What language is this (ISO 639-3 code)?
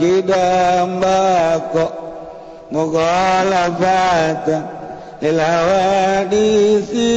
sun